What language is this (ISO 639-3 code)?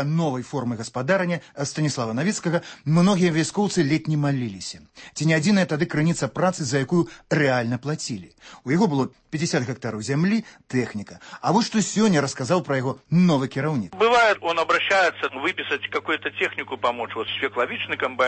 bel